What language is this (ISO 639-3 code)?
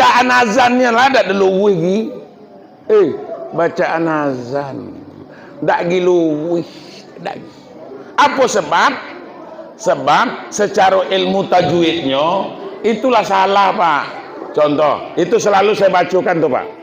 min